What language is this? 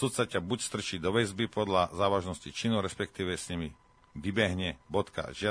Slovak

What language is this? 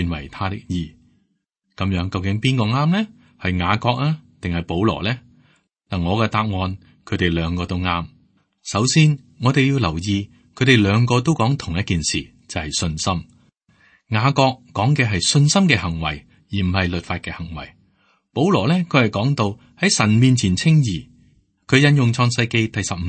Cantonese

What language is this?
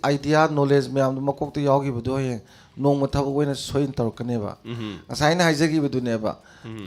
Manipuri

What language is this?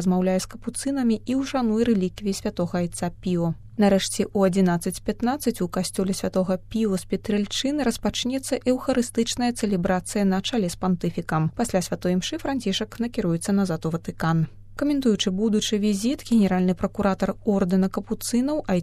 Belarusian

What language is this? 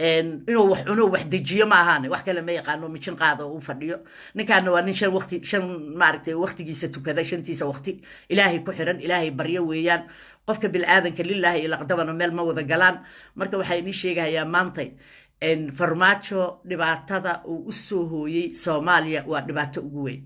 Somali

